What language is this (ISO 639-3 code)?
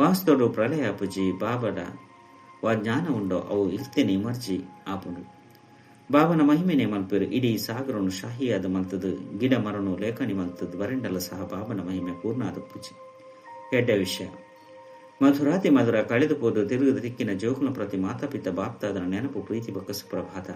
tcy